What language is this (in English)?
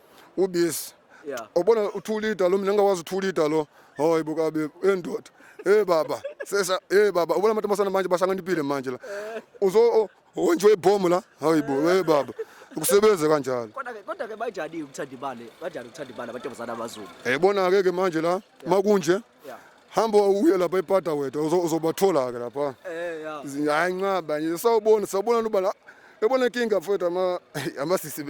Zulu